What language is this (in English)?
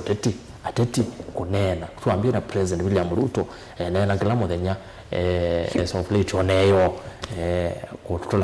Kamba